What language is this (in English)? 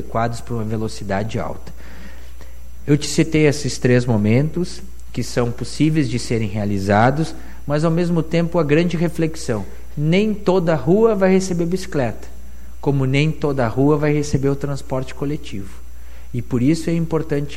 Portuguese